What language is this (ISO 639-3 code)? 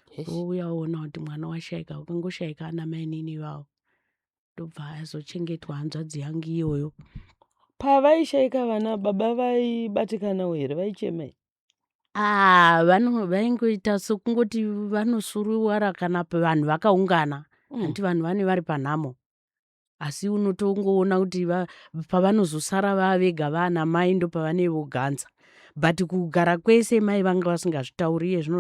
sna